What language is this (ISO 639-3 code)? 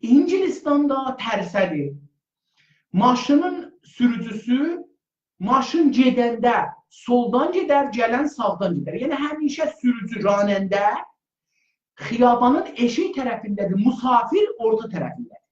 azb